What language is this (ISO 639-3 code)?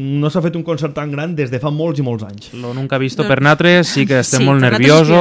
cat